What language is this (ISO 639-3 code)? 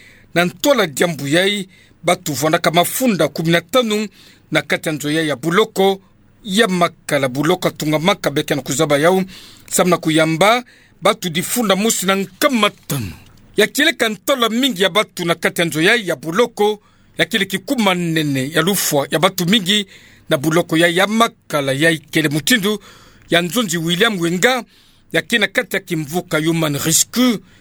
ktu